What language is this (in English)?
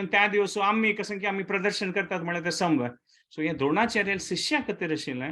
Konkani